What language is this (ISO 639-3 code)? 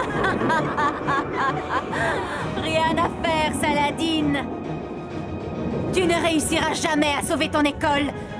fra